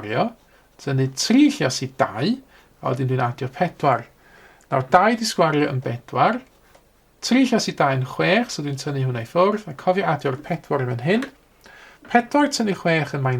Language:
Welsh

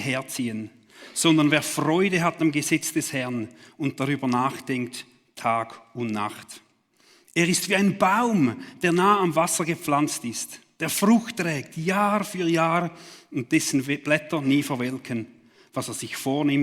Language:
Swiss German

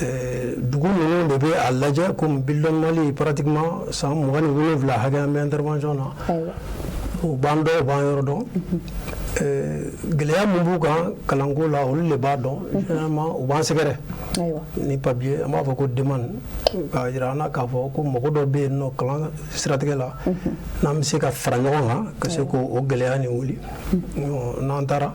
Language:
Bambara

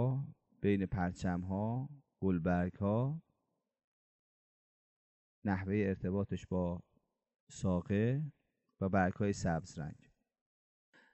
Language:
Persian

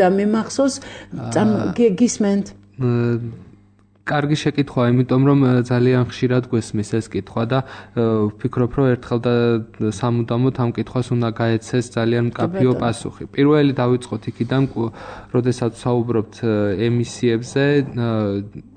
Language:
Georgian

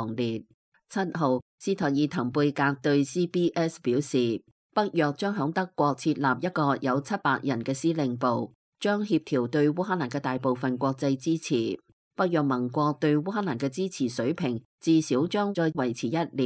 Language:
Cantonese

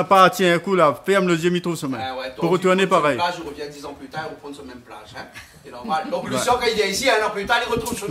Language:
Réunion Creole French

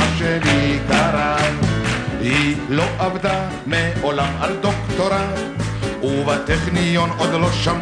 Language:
Hebrew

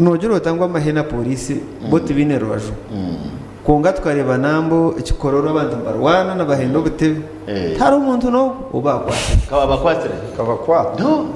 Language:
Nyankole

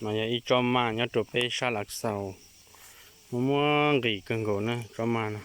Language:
Hmong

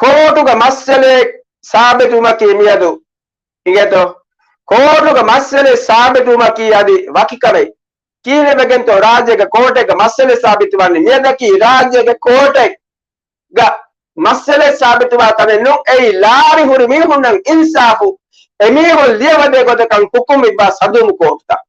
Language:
Divehi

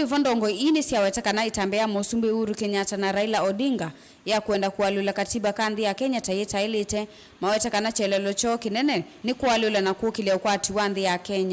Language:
Kamba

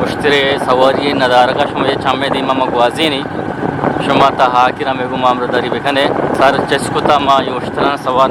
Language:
Eastern Balochi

